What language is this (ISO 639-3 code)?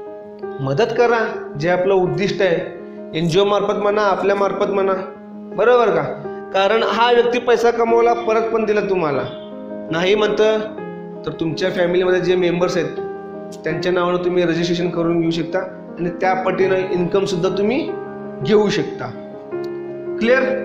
mar